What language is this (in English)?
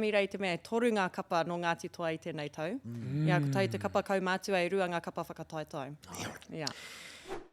Māori